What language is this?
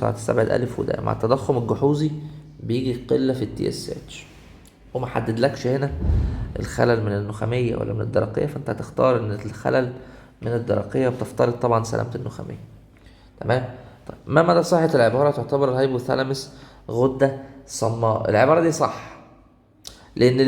Egyptian Arabic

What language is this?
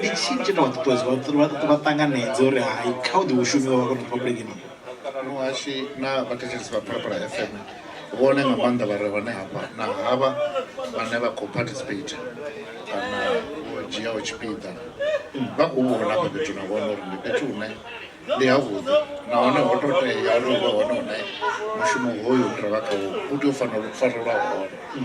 Venda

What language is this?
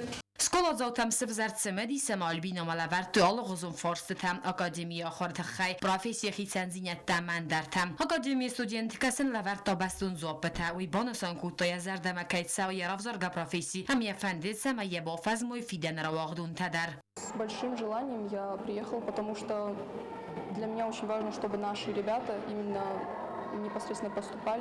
Ossetic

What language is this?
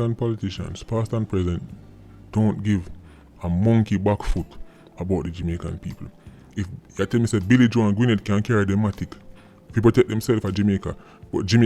Jamaican Creole English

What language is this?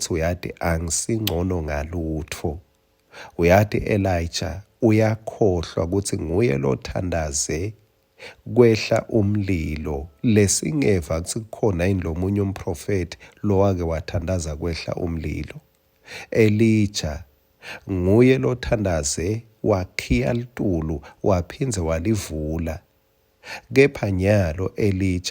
Swati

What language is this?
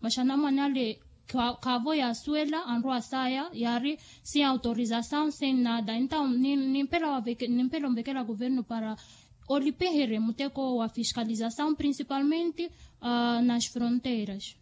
Makhuwa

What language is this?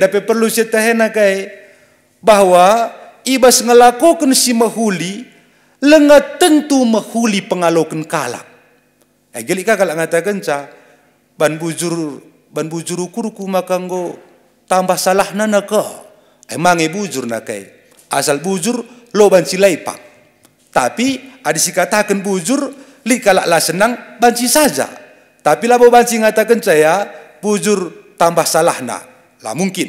Batak Karo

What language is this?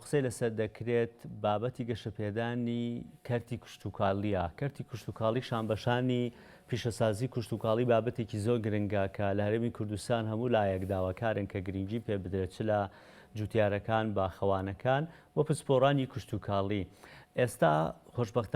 Central Kurdish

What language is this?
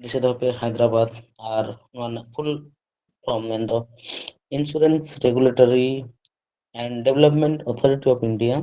Santali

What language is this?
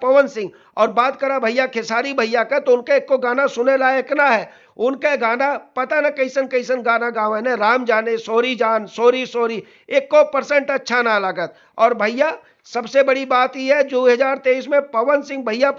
Bhojpuri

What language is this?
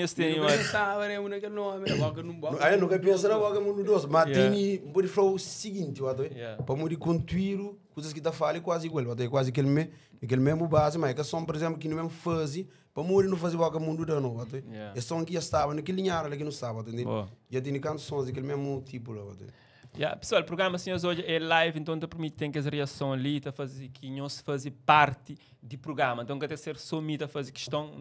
Kabuverdianu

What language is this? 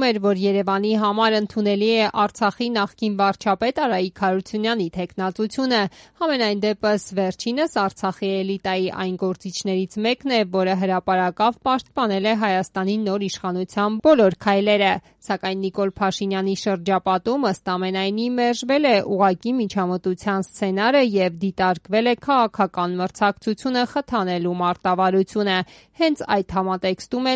Armenian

